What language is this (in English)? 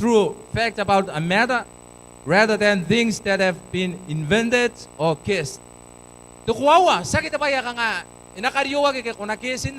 Gilbertese